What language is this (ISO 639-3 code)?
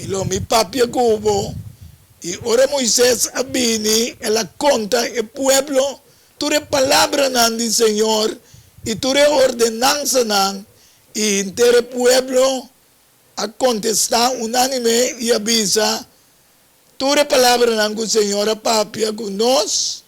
pap